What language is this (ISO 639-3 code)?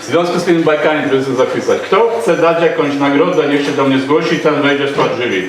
szl